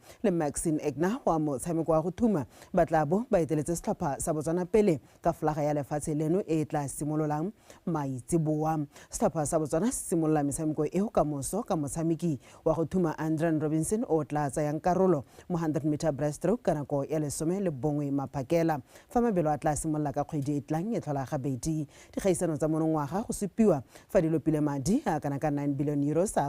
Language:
Tswana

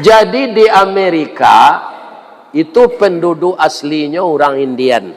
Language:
Minangkabau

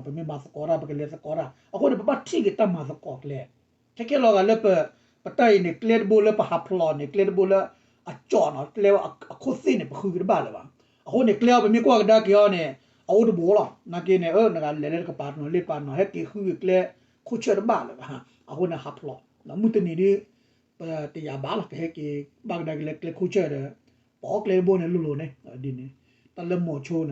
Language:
S'gaw Karen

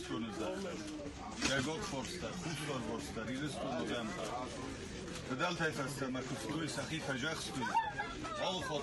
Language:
Ossetic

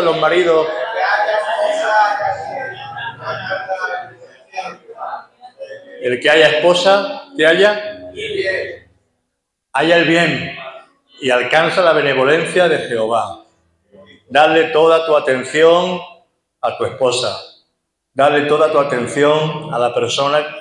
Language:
Spanish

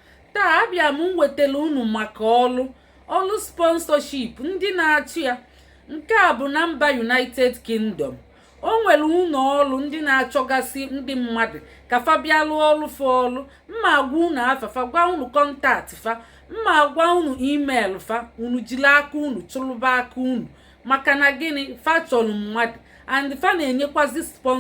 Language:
Igbo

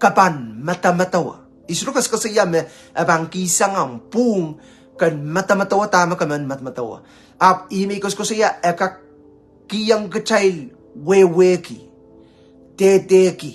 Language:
Pohnpeian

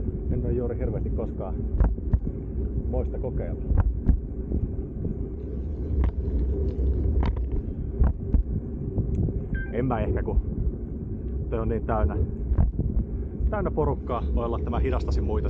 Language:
Finnish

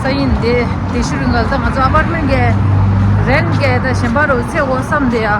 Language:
Tibetan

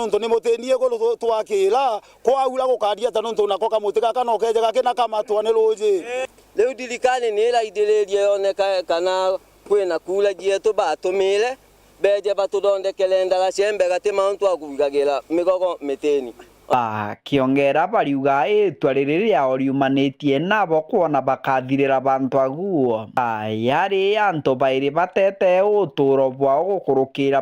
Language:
Meru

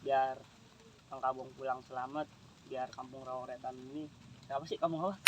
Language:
Betawi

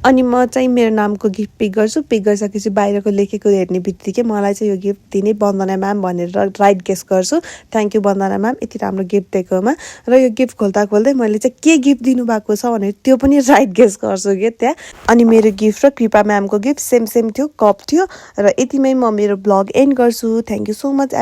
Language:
Nepali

